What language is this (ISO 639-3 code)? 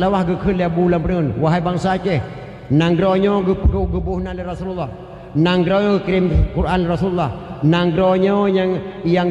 ace